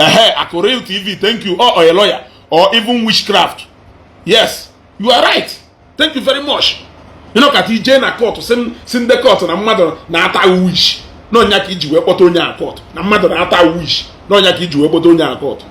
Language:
Igbo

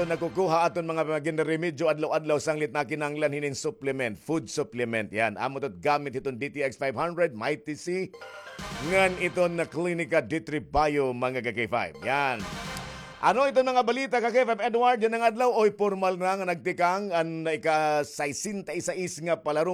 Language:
Waray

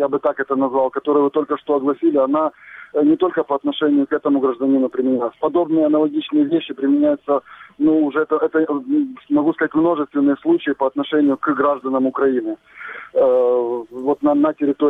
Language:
Russian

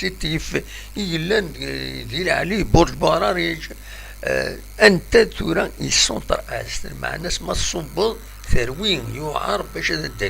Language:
Kabyle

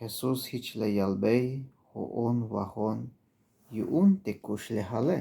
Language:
Tzeltal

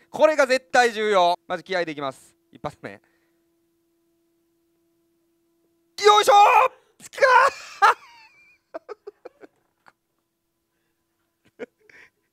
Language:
Japanese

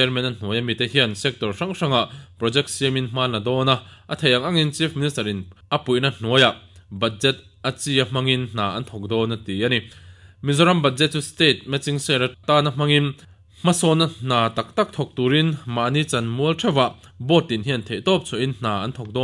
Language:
Mizo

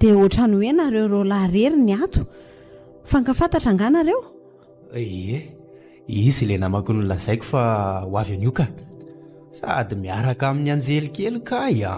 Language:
Malagasy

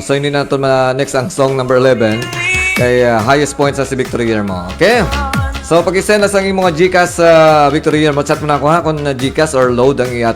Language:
Hiligaynon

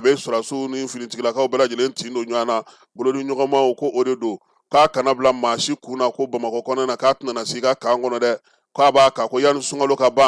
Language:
Bambara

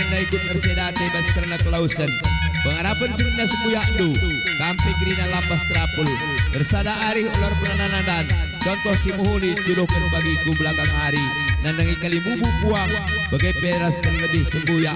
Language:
Batak Karo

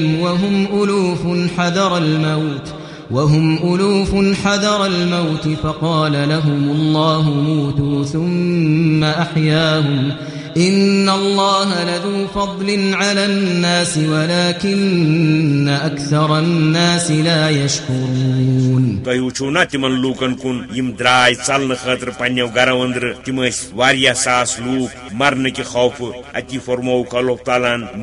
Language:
Kashmiri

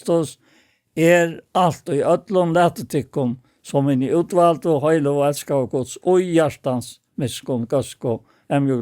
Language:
Faroese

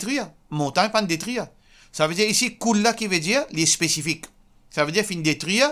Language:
Morisyen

